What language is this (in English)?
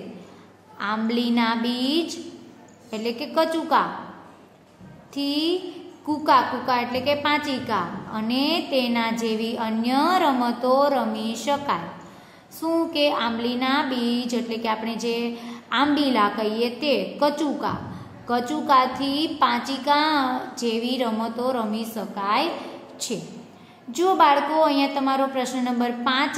Gujarati